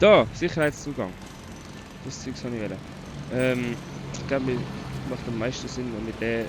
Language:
Swiss German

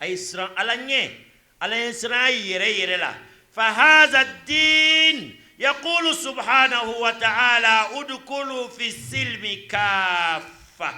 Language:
Bambara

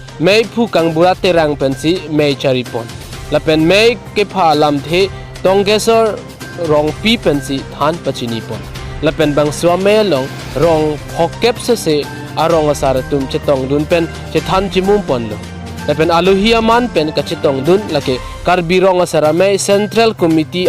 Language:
Karbi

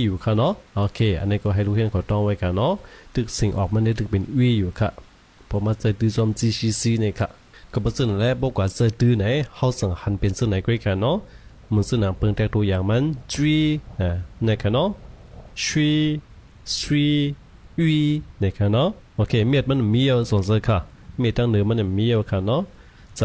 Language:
Shan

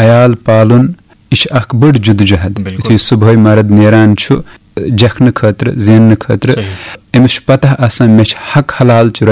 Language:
Kashmiri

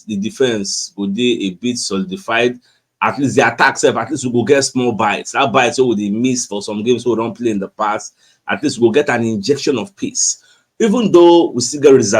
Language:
Nigerian Pidgin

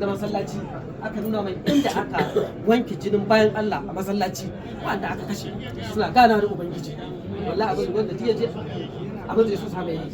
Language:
Hausa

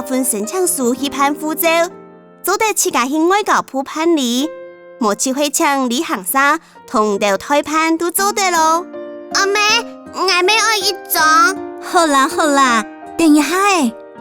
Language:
Hakka Chinese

